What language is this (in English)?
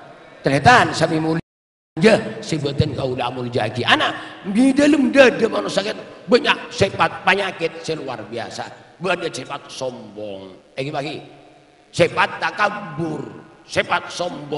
Madurese